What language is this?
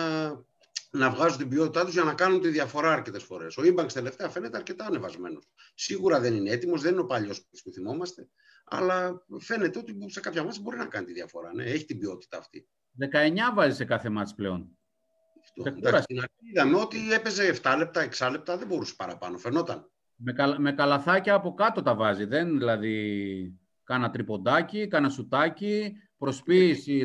Greek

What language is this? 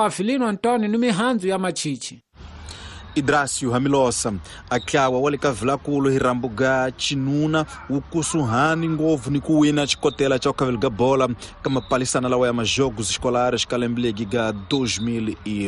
Tsonga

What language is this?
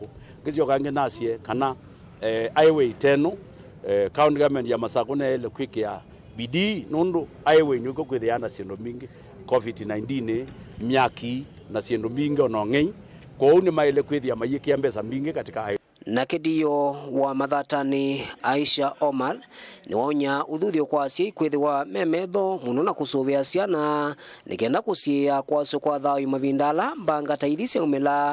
Kamba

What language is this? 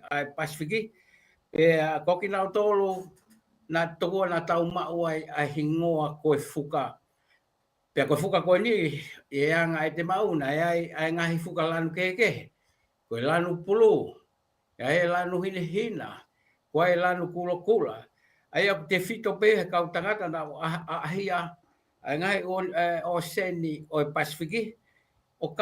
Tongan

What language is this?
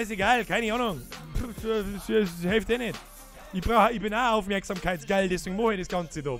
Bavarian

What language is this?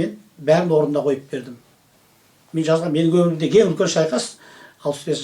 Kazakh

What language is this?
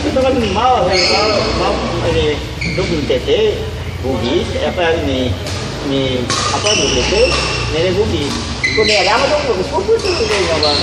Ambonese Malay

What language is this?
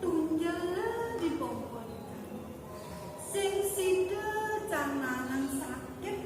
Balinese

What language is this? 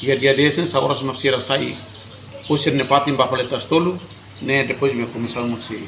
Tetum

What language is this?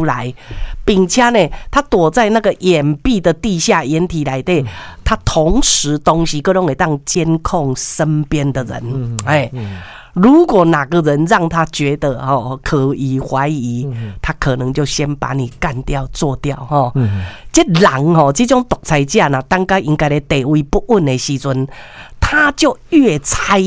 Min Nan Chinese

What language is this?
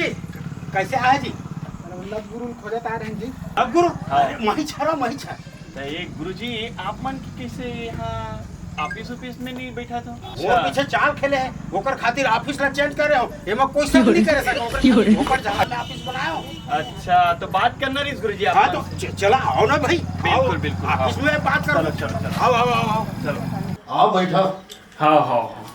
Chhattisgarhi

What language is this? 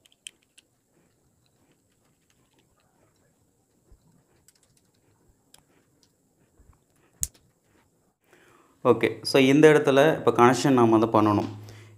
Tamil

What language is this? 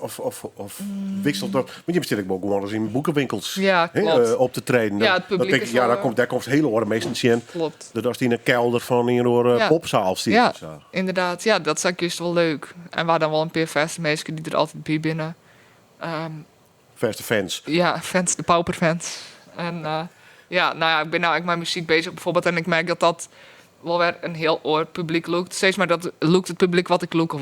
Western Frisian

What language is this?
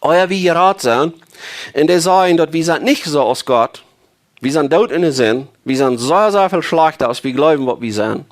Plautdietsch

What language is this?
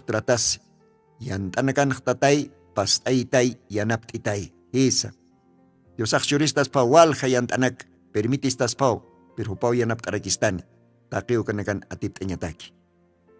Aymara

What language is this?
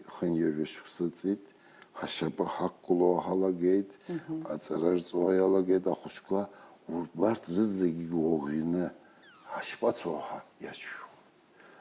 Abkhazian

